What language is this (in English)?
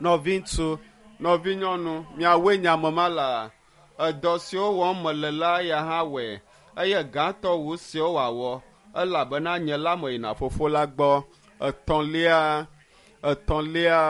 Ewe